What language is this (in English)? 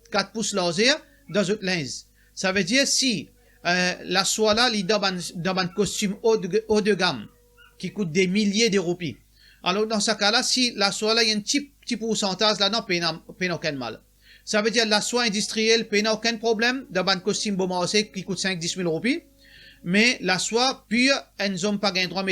Morisyen